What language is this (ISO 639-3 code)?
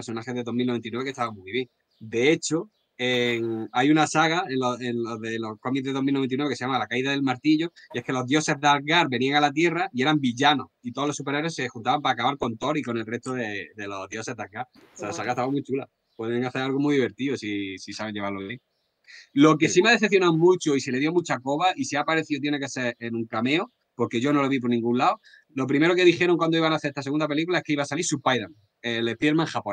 spa